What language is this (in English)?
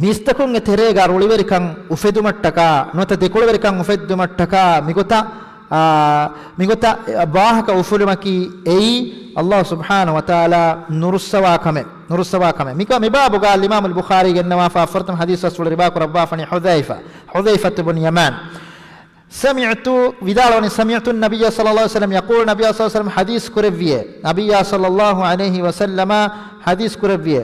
Divehi